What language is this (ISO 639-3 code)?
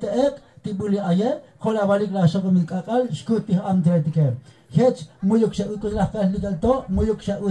tzo